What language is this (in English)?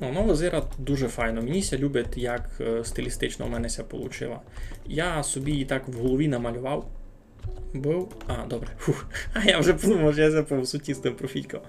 Rusyn